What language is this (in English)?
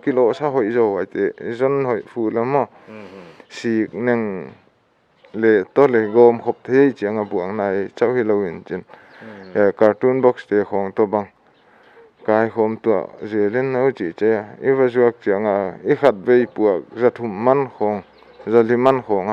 Paite Chin